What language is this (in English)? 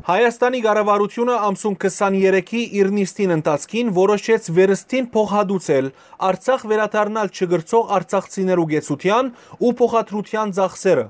Western Armenian